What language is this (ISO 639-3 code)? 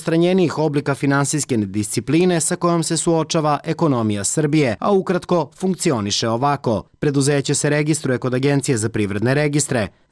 srp